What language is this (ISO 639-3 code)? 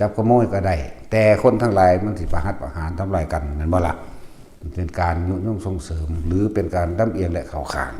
tts